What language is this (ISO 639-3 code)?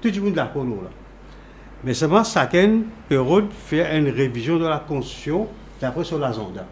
mfe